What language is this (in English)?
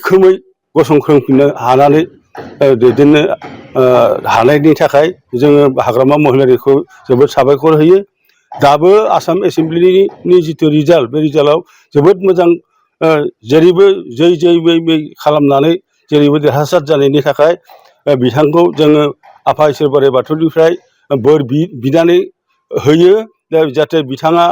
Bodo